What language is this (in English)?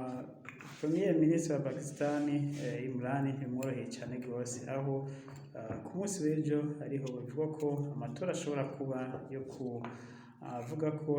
Rundi